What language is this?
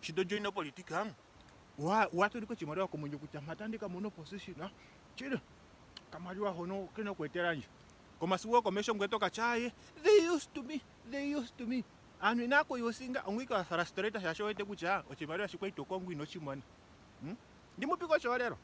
Ndonga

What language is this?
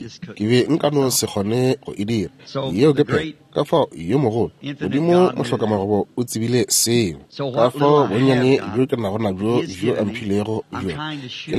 Northern Sotho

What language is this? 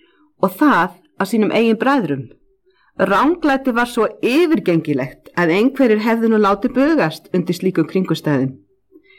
Icelandic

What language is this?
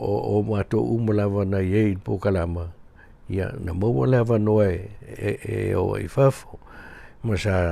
Samoan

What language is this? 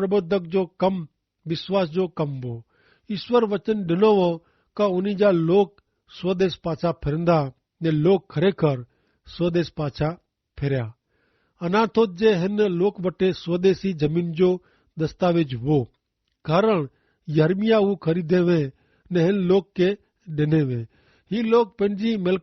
Kachhi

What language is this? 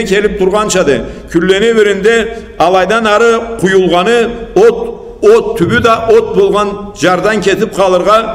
Karachay-Balkar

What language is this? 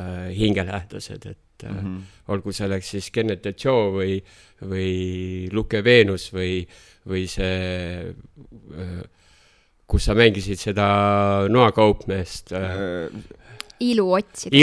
Estonian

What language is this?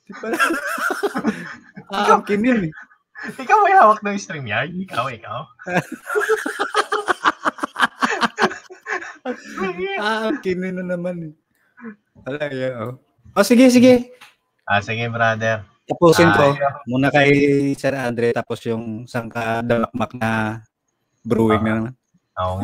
Filipino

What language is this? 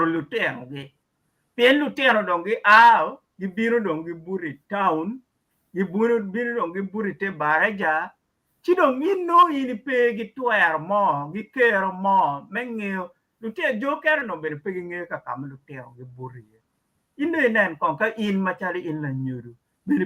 Acoli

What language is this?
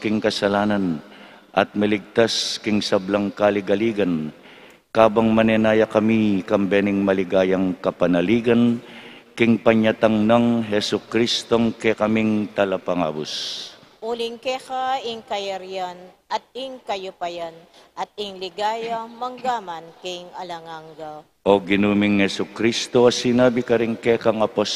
Pampanga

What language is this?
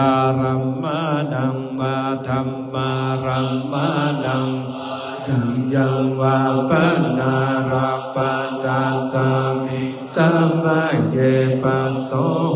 Pali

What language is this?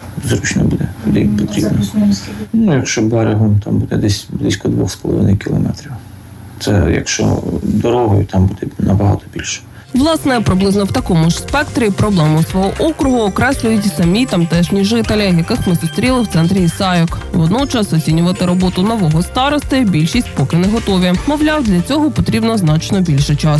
Ukrainian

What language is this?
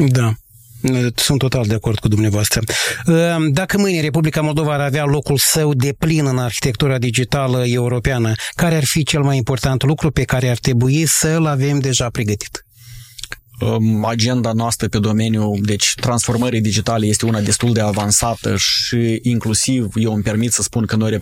Romanian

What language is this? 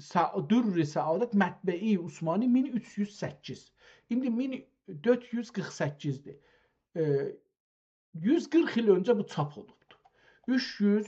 South Azerbaijani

